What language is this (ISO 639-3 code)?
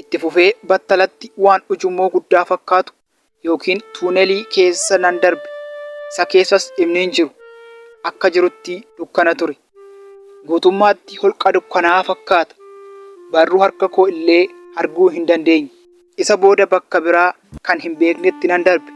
orm